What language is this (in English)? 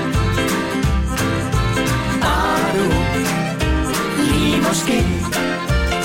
Danish